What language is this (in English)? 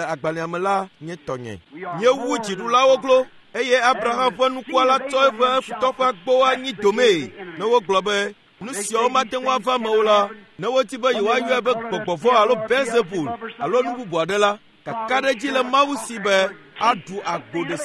Ewe